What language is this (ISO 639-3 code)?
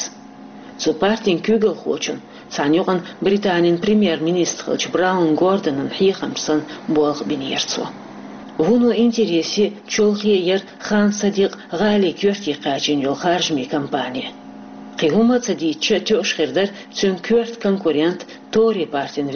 che